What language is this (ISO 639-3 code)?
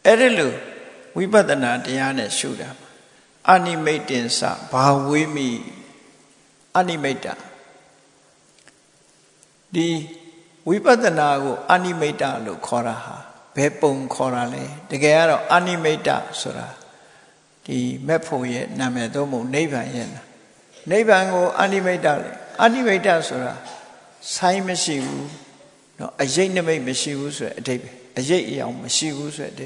mya